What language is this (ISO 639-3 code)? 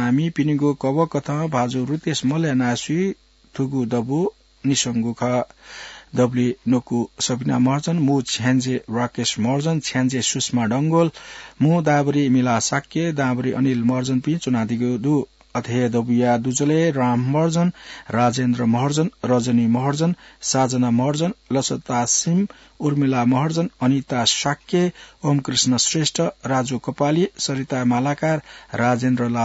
new